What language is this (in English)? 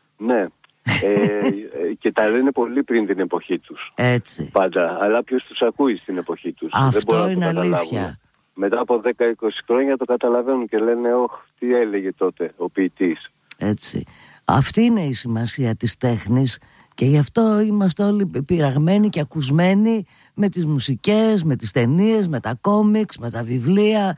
Greek